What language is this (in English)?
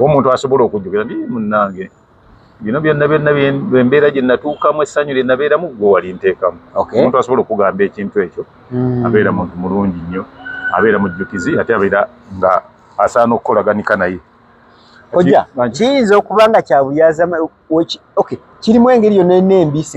Ganda